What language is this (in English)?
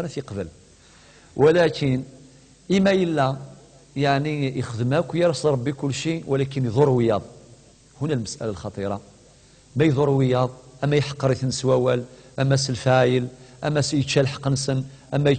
Kabyle